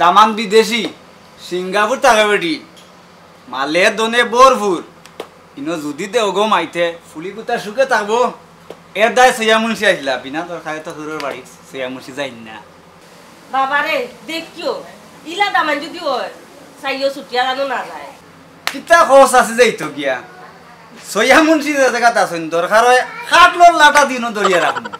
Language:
Sylheti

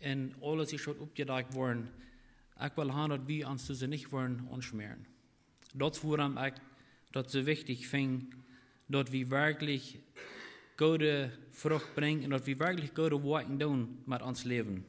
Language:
Plautdietsch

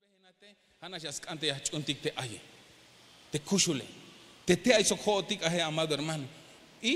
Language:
Tzeltal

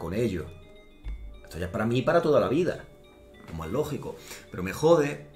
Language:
Spanish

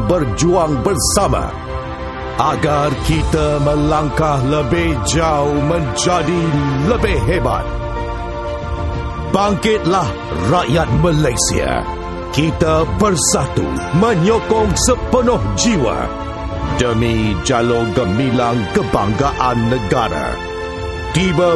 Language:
Malay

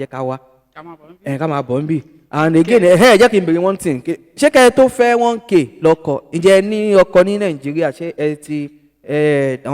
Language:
Yoruba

